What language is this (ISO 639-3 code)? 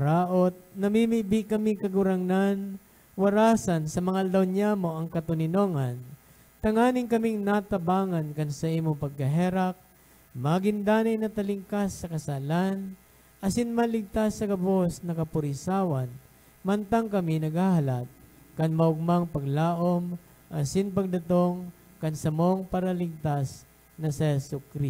bik